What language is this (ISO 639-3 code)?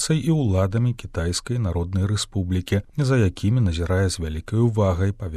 bel